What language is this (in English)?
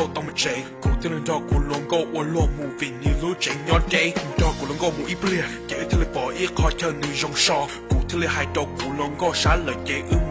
Hmong